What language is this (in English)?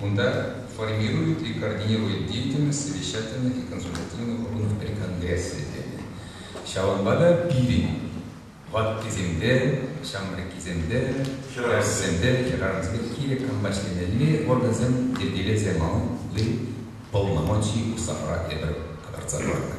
Chuvash